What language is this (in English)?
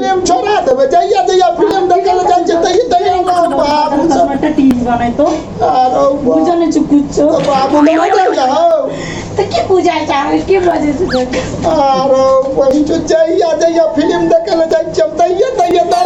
Maithili